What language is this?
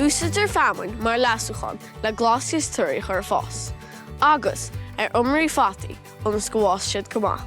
Irish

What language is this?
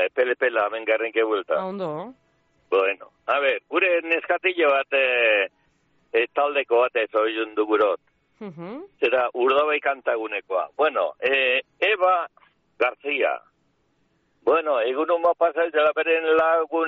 Basque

